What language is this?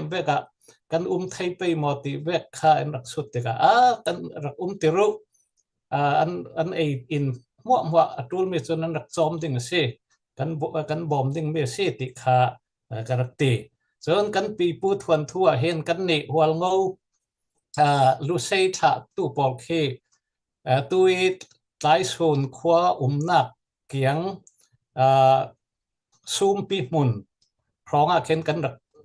Falam Chin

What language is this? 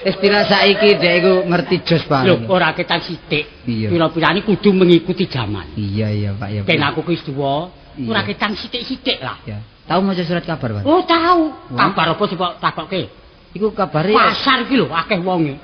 Javanese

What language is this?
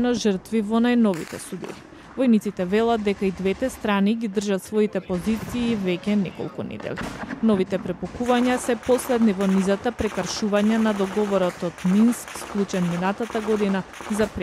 Macedonian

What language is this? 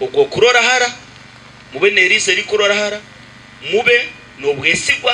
Nyankole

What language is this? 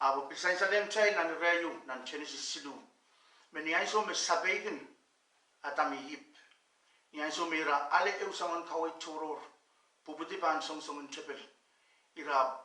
Pohnpeian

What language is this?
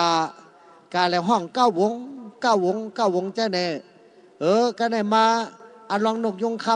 Shan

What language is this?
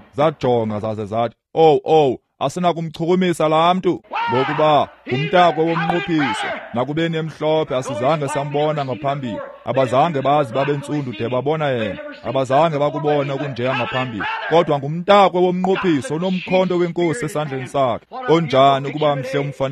Xhosa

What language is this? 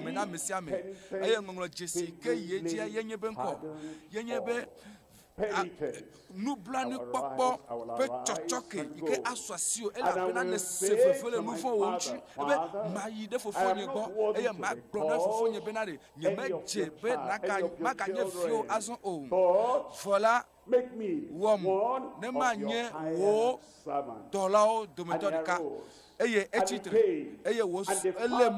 Ewe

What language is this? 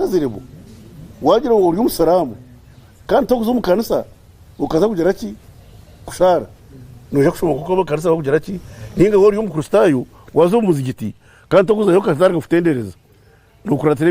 Nyankole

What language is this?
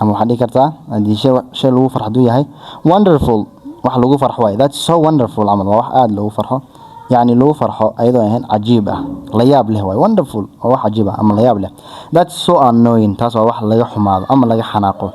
Somali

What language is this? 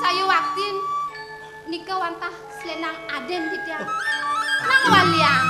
Balinese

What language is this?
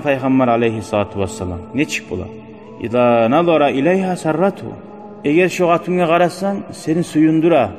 Kumyk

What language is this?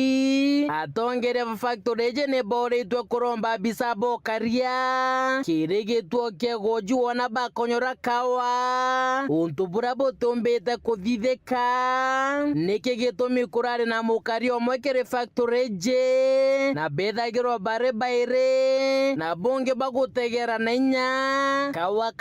Meru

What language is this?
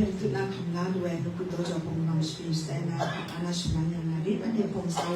Kachin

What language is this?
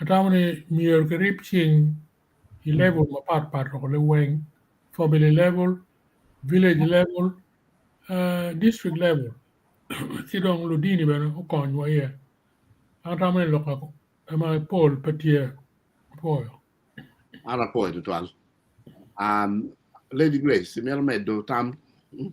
Acoli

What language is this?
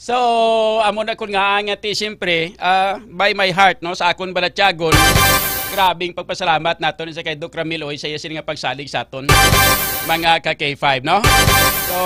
Hiligaynon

